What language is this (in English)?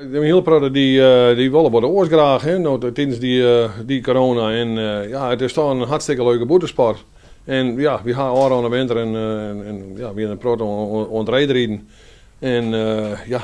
Western Frisian